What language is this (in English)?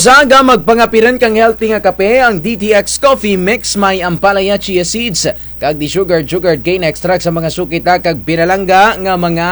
Kinaray-a